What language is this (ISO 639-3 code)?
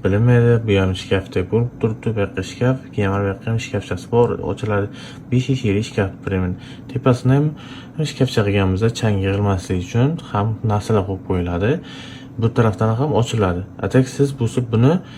uzb